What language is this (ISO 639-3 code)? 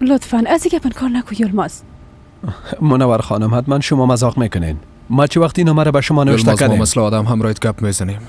fas